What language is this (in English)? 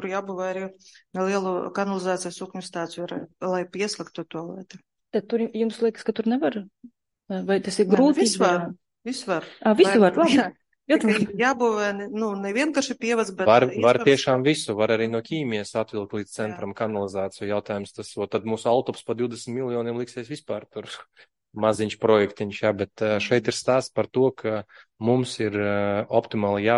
Latvian